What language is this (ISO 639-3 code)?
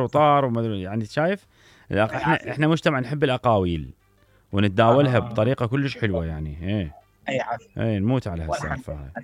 acm